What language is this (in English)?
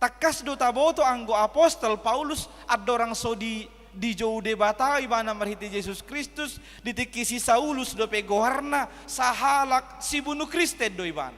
Batak Toba